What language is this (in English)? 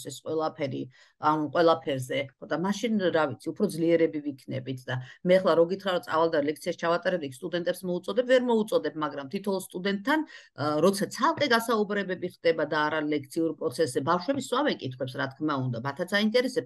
Georgian